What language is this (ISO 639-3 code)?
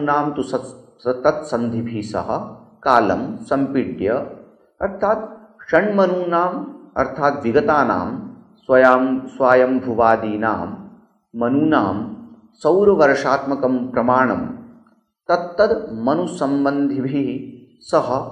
san